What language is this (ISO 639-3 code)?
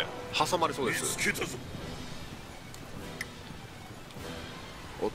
jpn